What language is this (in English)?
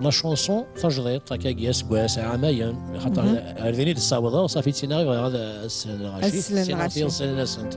Kabyle